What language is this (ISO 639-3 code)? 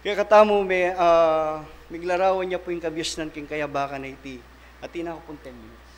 pam